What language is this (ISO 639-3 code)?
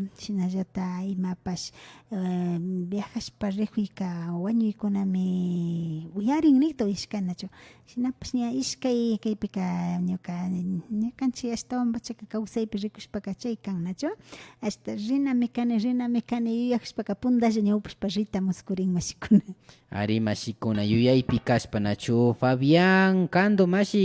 qvi